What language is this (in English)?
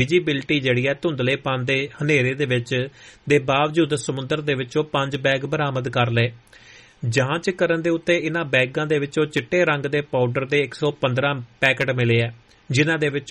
Punjabi